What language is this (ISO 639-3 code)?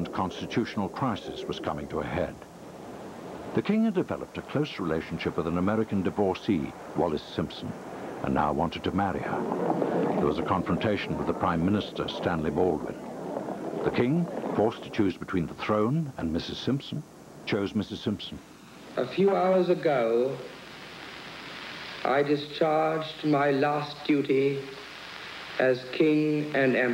eng